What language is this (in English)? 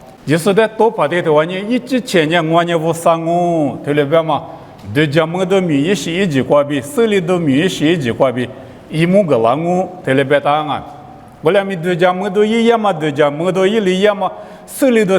Lisu